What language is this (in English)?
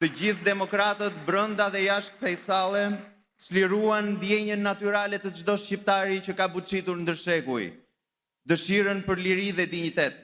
Albanian